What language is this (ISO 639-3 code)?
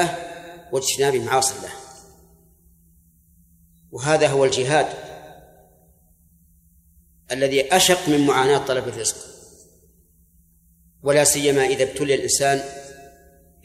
ara